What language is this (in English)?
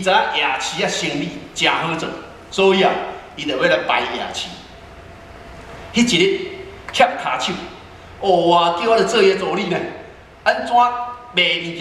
Min Nan Chinese